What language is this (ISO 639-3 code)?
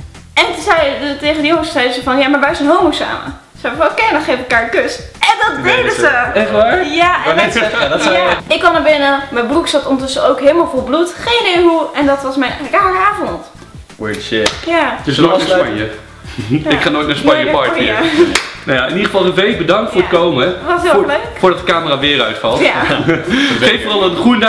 nld